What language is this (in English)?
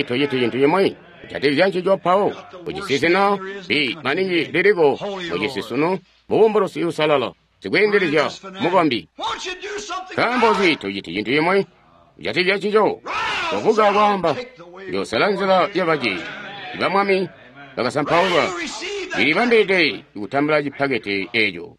Tonga (Zambia)